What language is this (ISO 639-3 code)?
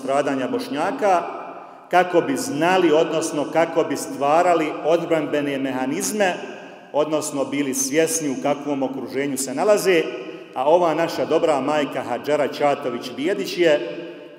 bos